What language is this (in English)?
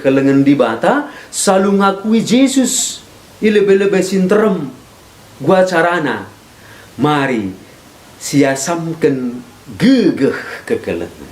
Batak Karo